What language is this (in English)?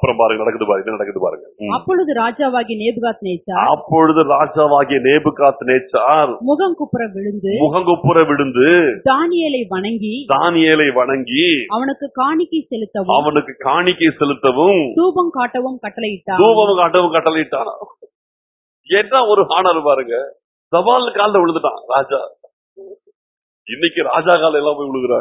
Tamil